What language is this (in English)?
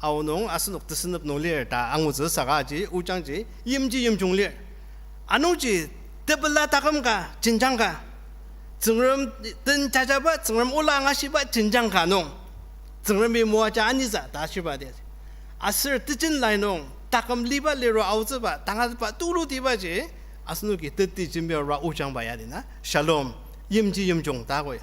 Ao Naga